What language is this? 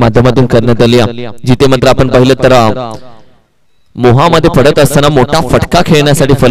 Marathi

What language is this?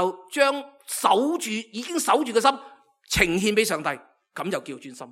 Cantonese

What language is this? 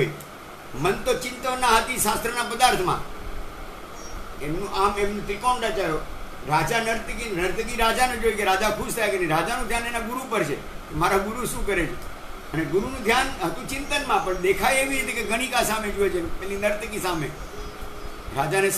Gujarati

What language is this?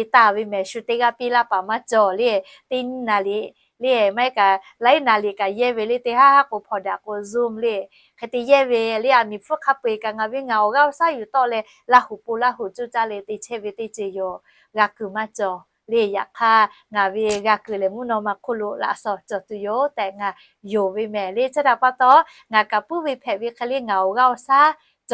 Lahu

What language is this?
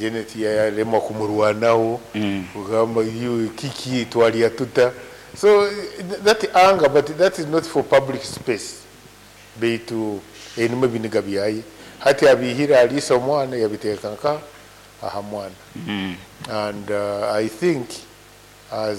Nyankole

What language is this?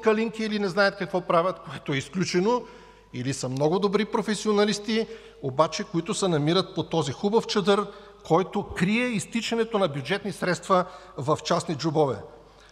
Bulgarian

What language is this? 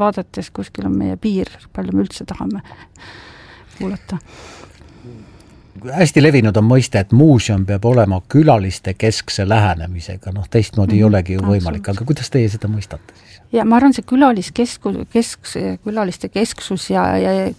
Estonian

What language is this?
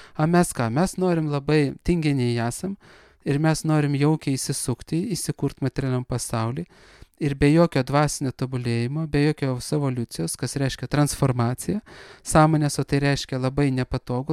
Lithuanian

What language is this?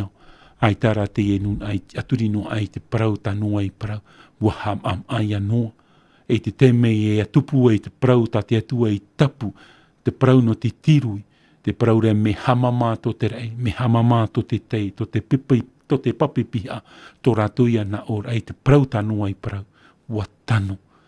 Tahitian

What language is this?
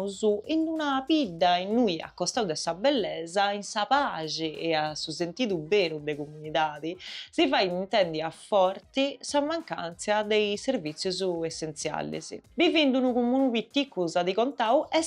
Sardinian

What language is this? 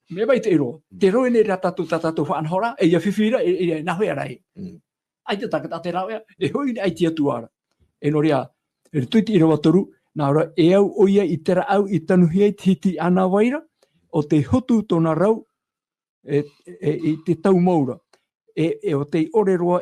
Tahitian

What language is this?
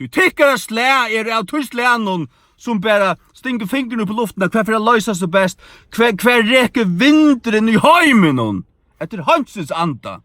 Faroese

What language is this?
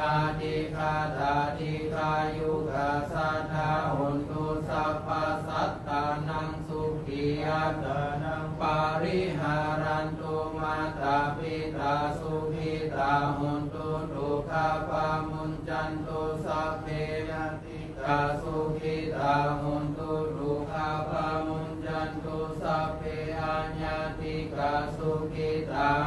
Pali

